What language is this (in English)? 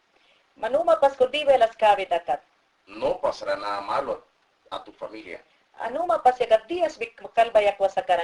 Mayangna